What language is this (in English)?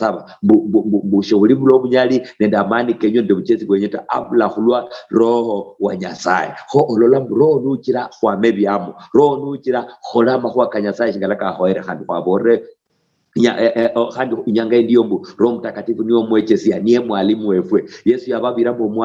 Luyia